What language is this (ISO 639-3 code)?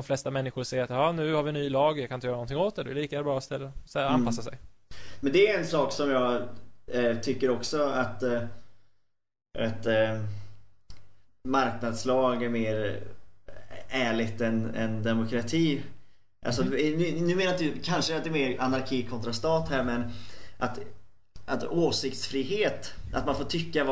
swe